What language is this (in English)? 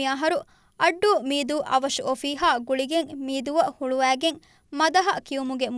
Divehi